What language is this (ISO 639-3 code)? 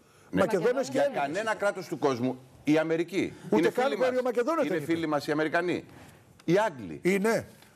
ell